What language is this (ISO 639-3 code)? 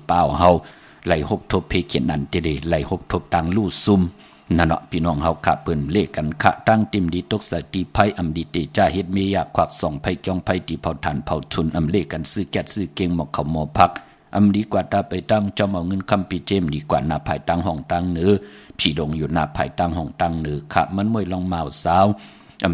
shn